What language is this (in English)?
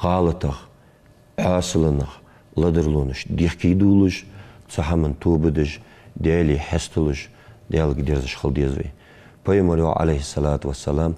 Ingush